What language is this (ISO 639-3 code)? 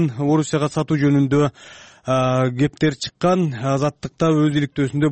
kir